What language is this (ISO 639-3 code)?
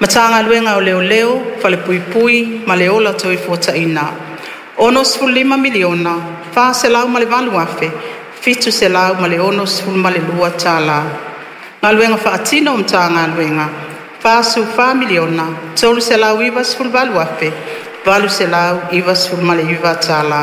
smo